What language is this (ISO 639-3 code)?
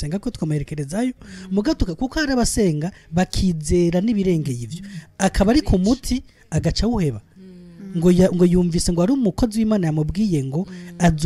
run